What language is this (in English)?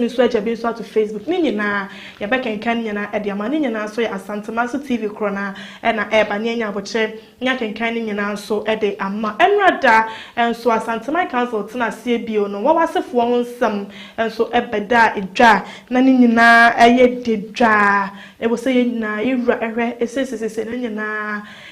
Akan